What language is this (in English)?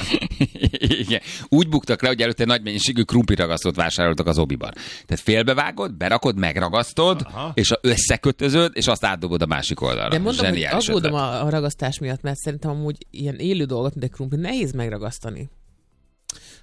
Hungarian